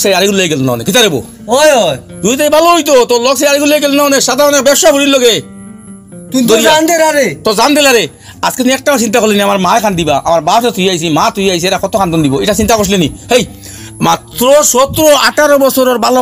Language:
Sylheti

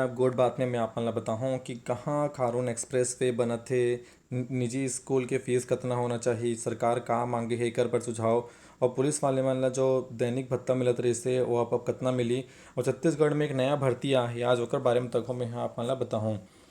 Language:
Chhattisgarhi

